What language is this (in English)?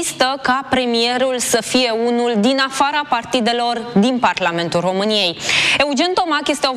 Romanian